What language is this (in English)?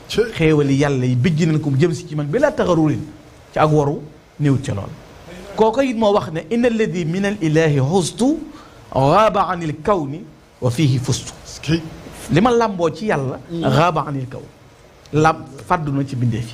Wolof